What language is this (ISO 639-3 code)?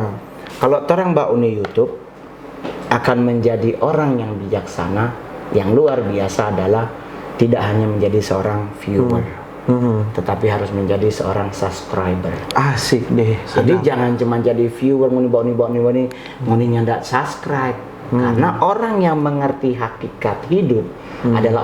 xmm